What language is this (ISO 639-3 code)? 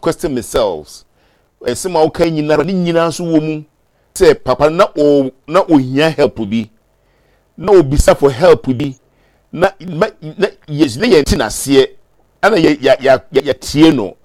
aka